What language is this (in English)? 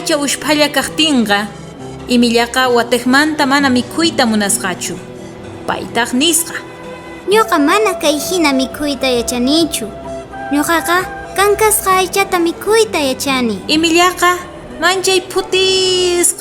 South Bolivian Quechua